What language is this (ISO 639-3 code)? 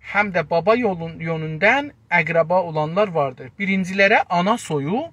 azb